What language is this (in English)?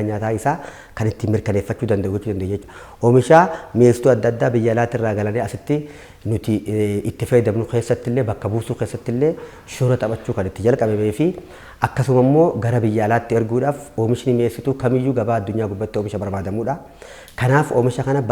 Oromo